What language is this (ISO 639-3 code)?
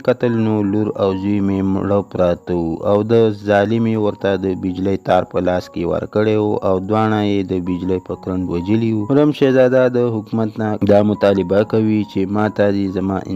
pus